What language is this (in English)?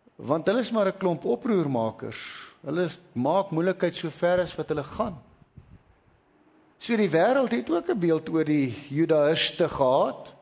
Afrikaans